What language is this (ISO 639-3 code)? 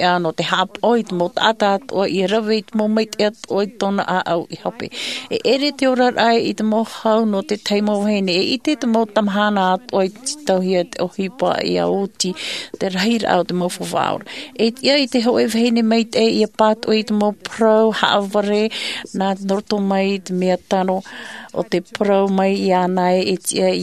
tah